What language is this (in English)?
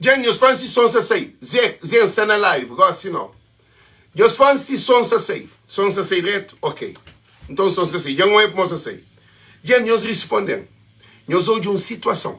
Kabuverdianu